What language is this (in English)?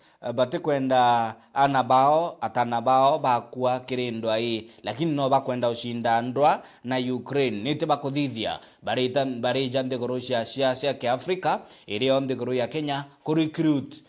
Meru